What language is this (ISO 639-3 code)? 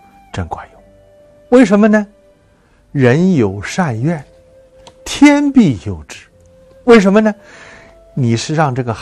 zho